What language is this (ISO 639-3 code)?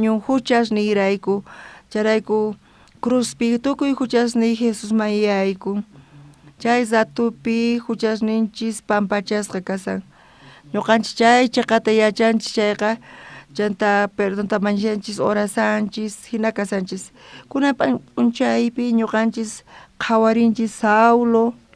quh